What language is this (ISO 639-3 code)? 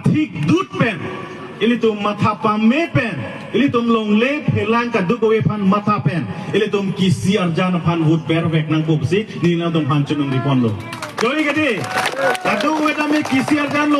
mjw